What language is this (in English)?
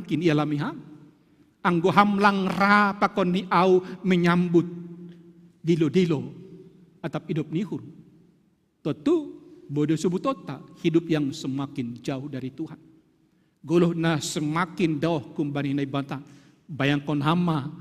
Batak Simalungun